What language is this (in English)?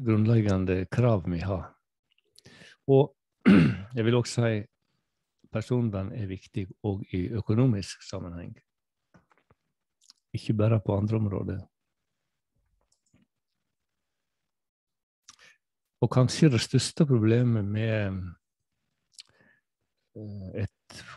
Norwegian